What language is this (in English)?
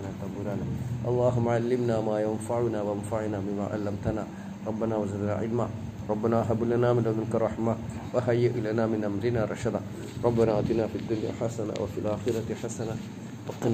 Malayalam